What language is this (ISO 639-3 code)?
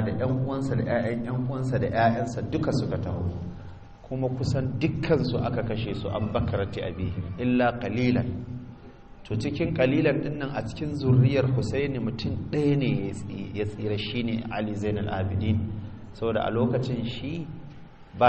hau